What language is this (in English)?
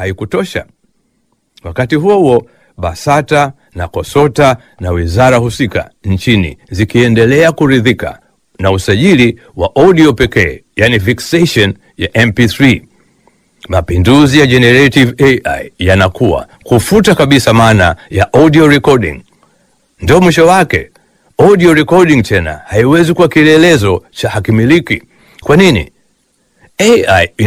Swahili